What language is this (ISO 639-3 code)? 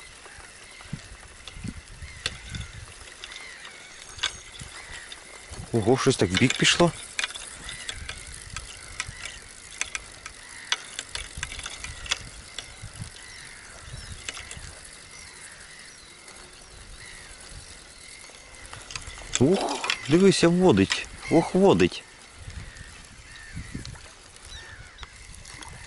ukr